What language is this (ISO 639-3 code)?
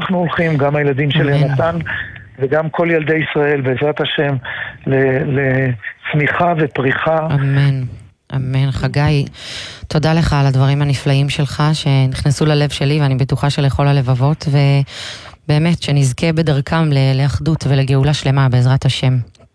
heb